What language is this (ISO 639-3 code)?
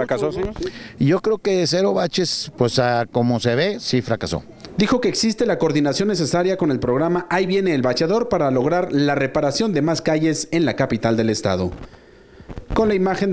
spa